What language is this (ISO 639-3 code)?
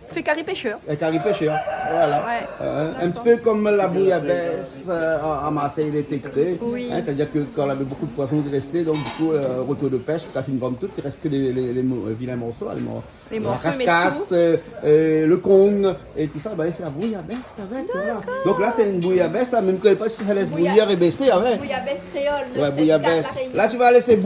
rcf